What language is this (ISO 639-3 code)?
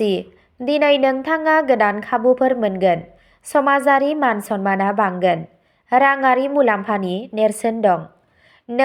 brx